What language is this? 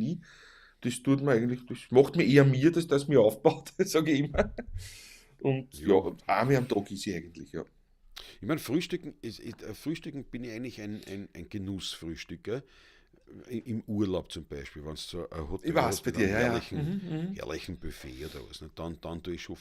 Bavarian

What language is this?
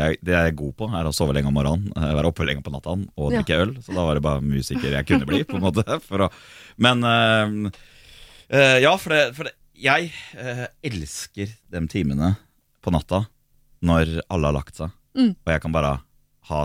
Norwegian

